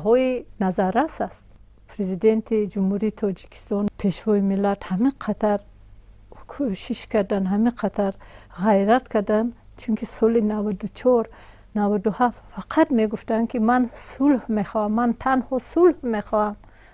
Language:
Tajik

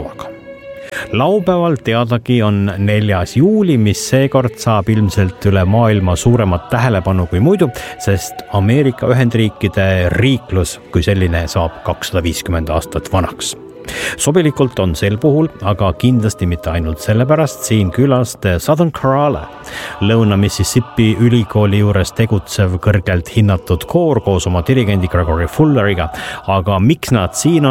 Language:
Estonian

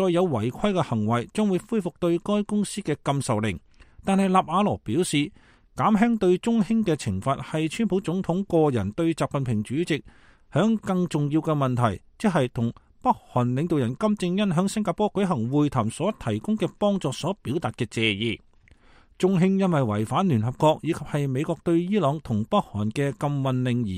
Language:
Cantonese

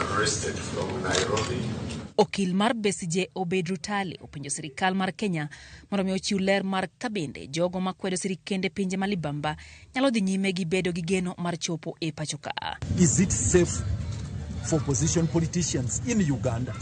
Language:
Luo (Kenya and Tanzania)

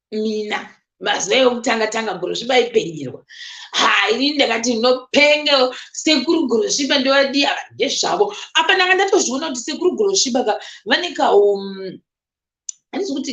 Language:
Shona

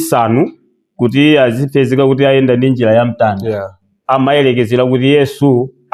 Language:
Nyanja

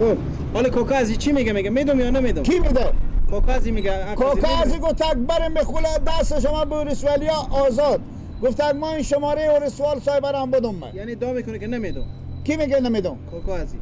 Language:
Persian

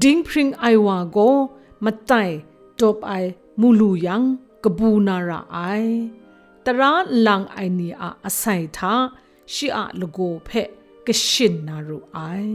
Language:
Kachin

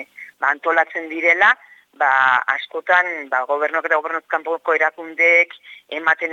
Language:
Basque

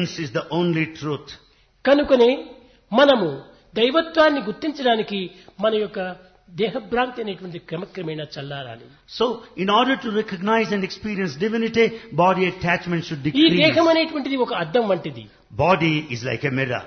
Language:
Telugu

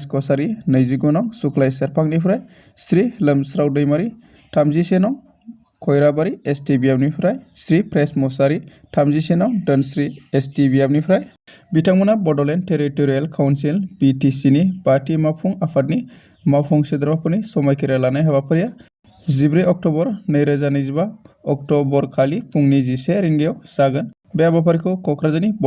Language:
Bodo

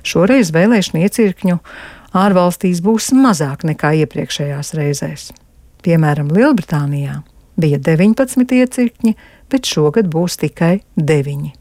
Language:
Latvian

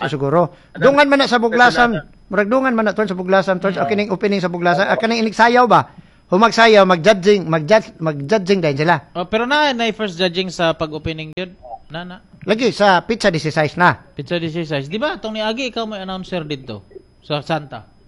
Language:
Cebuano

